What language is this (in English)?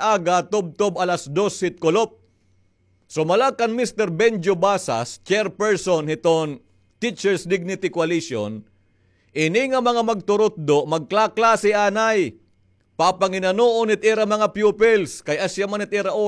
Waray